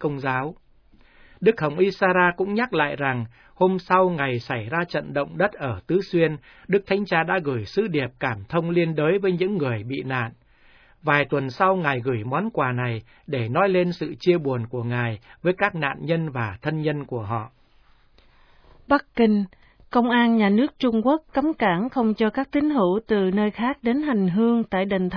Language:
Vietnamese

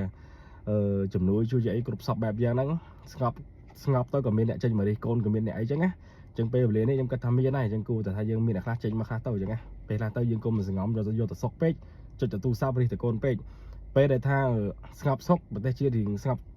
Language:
Khmer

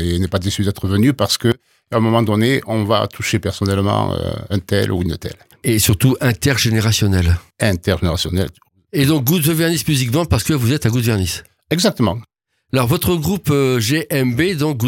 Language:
French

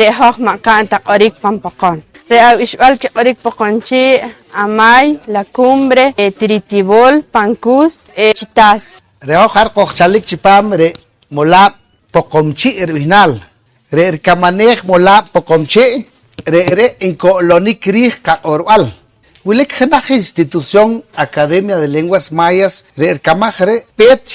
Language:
Poqomchi'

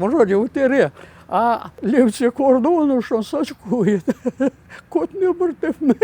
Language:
Crimean Tatar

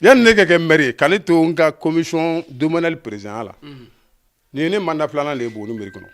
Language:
Bambara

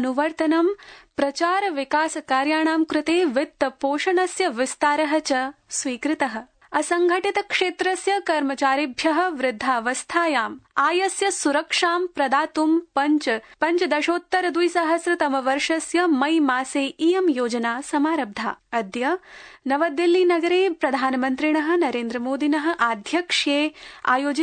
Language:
Sanskrit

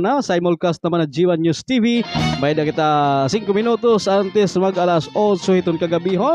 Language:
Waray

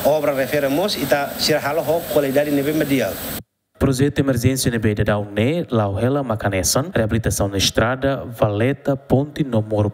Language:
Tetum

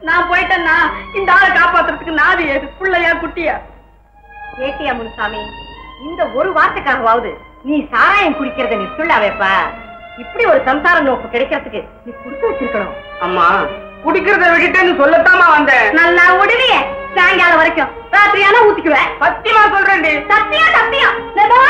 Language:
Tamil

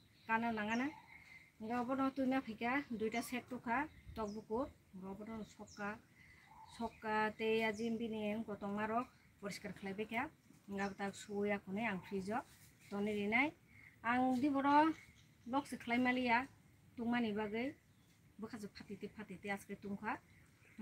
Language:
Kok Borok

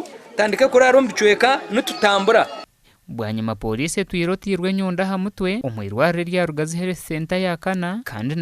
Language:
Nyankole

